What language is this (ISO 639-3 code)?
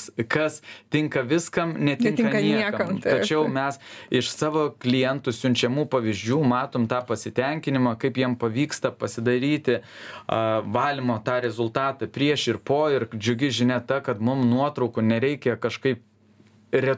lit